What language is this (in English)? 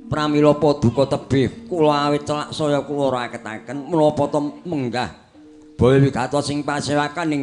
Javanese